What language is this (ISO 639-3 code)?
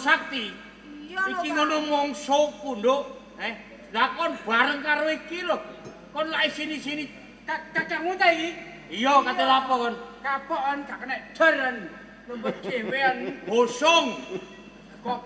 jav